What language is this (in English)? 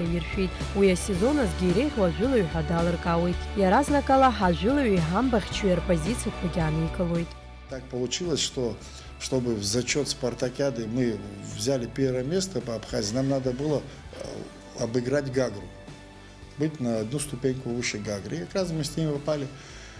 Abkhazian